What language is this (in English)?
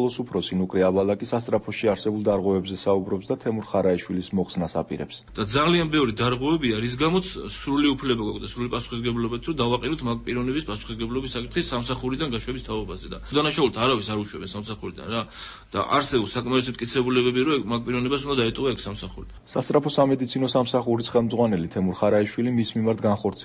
Georgian